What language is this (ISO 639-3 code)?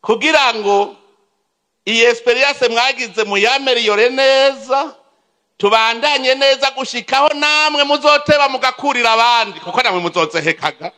run